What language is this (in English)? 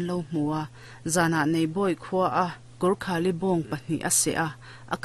Mizo